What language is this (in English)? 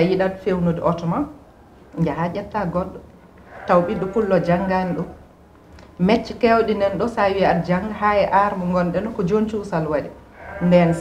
Fula